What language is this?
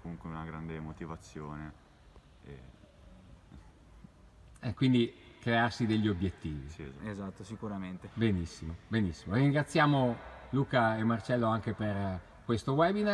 Italian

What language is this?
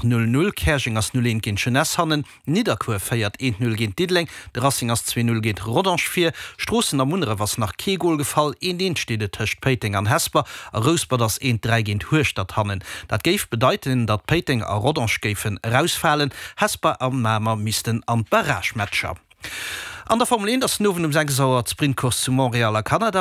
Luxembourgish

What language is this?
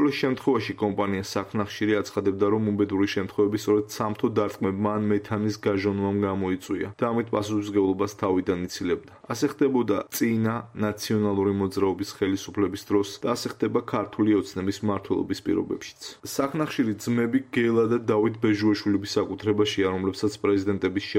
Georgian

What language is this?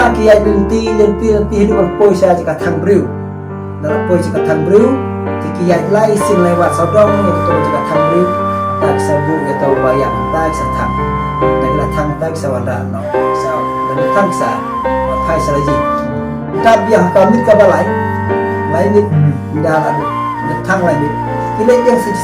Khasi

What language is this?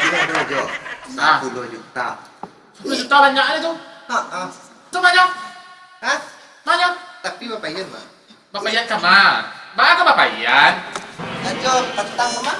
Minangkabau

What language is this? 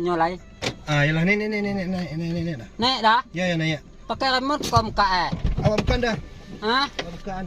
Minangkabau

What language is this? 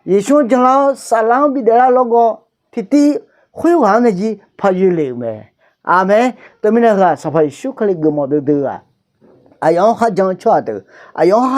Akha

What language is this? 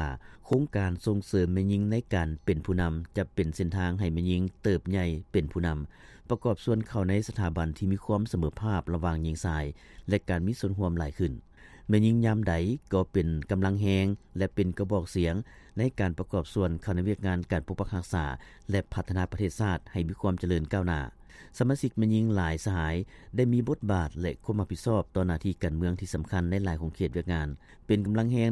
Lao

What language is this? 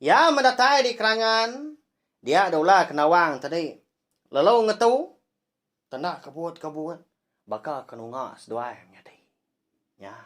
Iban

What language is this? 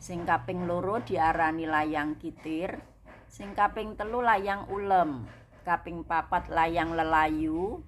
Javanese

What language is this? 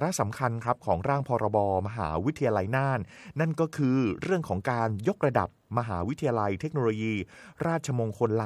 Thai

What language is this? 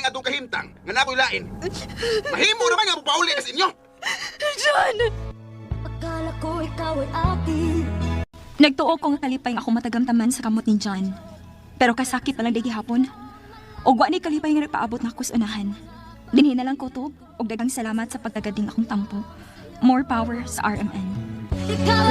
Cebuano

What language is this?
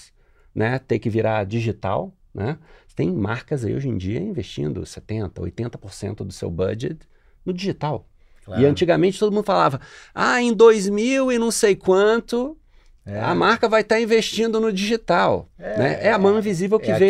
Portuguese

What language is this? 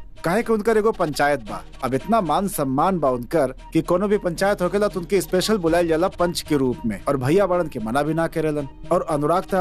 Bhojpuri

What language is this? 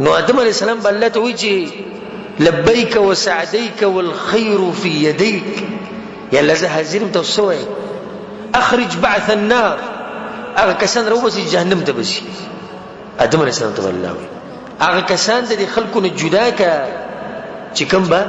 Pashto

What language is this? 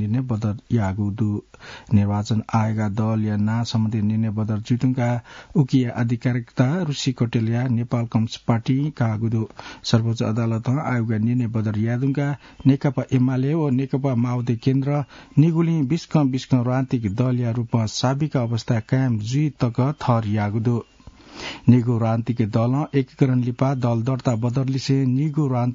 Newari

